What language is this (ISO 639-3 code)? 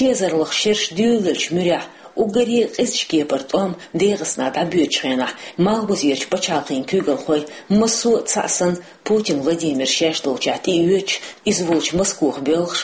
che